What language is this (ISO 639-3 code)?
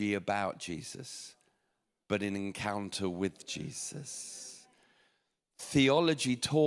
eng